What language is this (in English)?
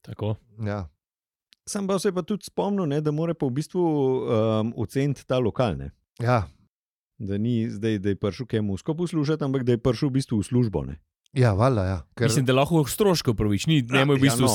Slovenian